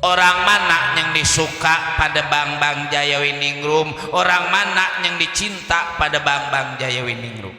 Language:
Betawi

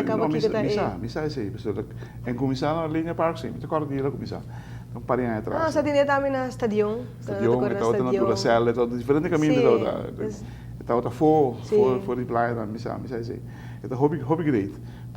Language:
Papiamento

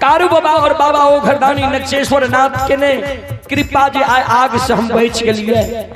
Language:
Maithili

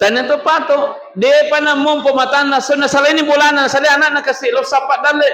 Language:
Buginese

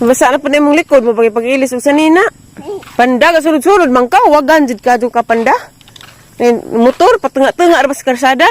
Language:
Cebuano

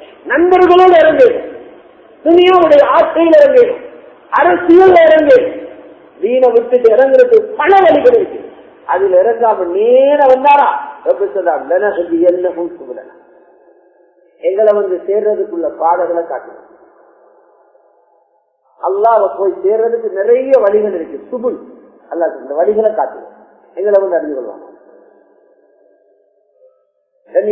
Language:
Tamil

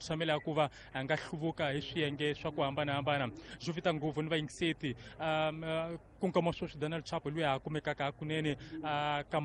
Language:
Tsonga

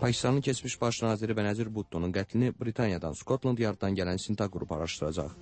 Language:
Azerbaijani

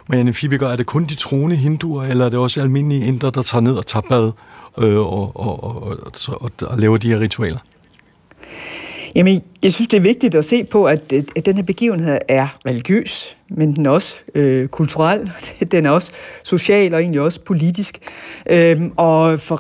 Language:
Danish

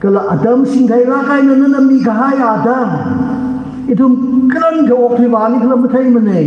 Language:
Tangkhul Naga (India)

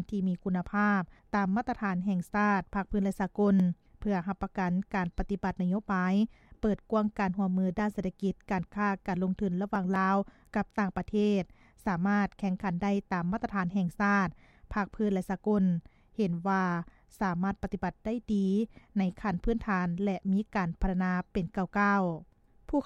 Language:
Lao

